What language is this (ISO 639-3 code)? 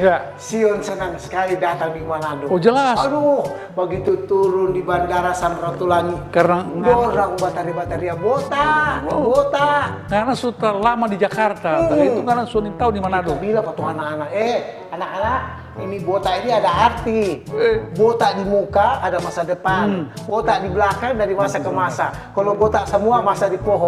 xmm